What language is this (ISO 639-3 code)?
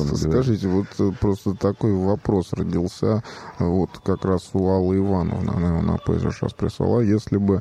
rus